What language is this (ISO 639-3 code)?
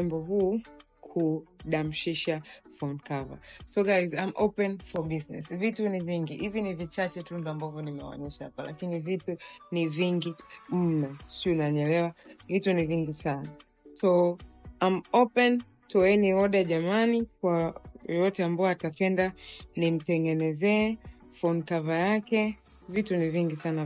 swa